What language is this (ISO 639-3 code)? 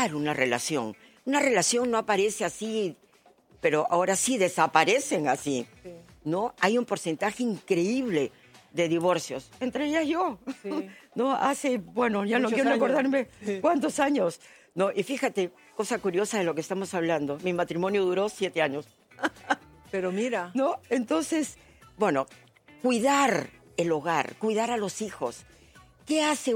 spa